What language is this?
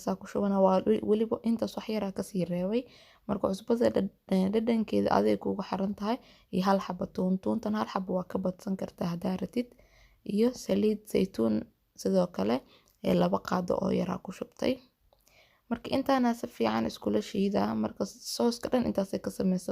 Somali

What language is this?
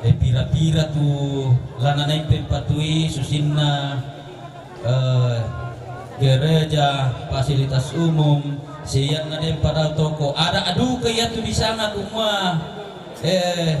Toraja-Sa'dan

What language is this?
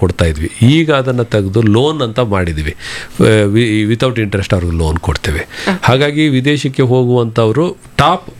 Kannada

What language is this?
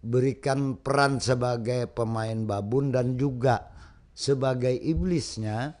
Banjar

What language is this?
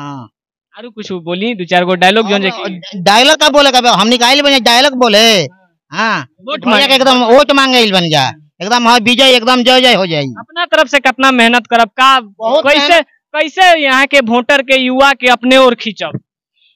Bhojpuri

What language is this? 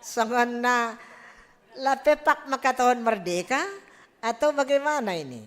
Batak Simalungun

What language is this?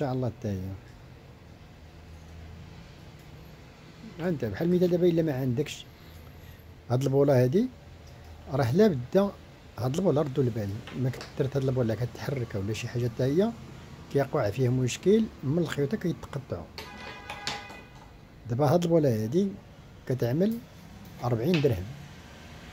Moroccan Arabic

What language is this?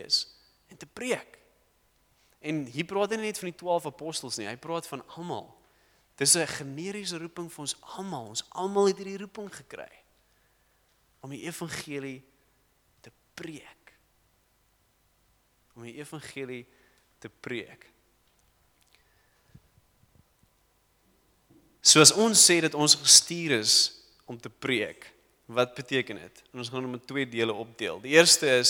Afrikaans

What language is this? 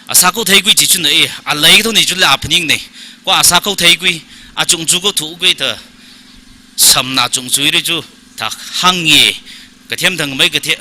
Tangkhul Naga (India)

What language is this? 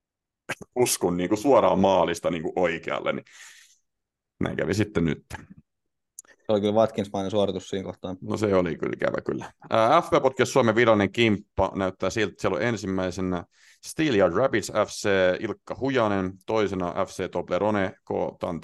Finnish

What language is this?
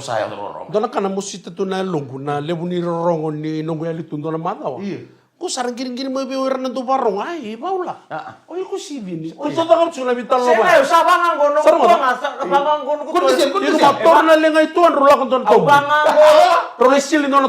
Fijian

